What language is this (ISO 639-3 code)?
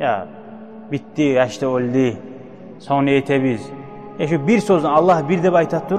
kum